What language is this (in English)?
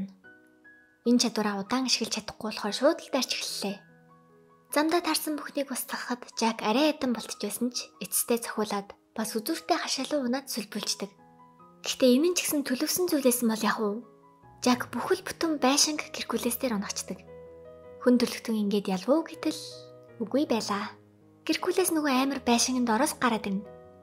Mongolian